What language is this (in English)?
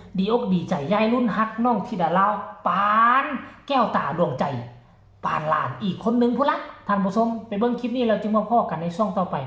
Northeastern Thai